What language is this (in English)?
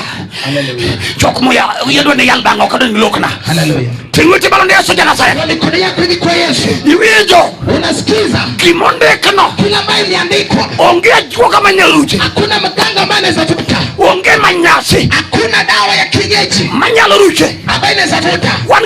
Luo (Kenya and Tanzania)